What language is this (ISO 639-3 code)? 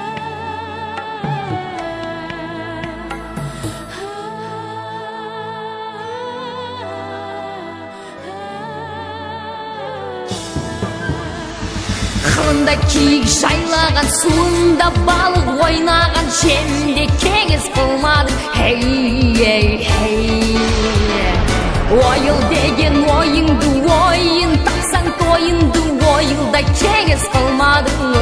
kaz